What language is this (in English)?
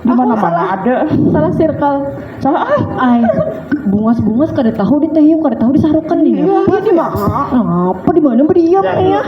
Banjar